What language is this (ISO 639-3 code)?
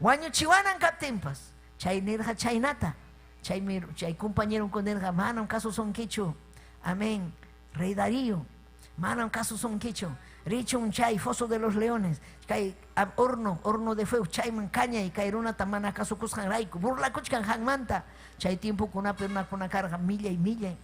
quy